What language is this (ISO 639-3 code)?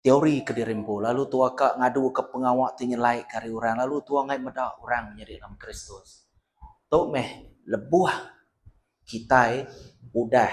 iba